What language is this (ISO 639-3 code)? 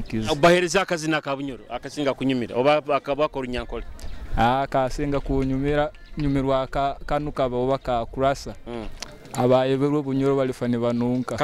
nyo